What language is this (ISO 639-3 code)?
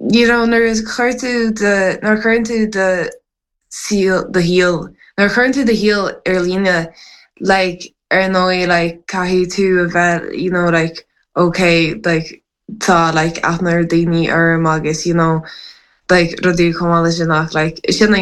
gle